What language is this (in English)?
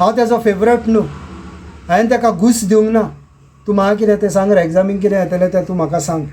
Konkani